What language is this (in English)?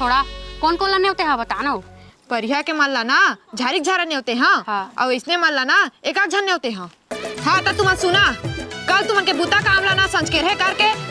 Chhattisgarhi